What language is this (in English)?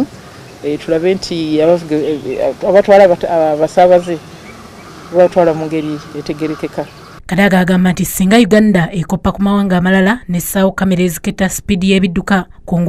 Ganda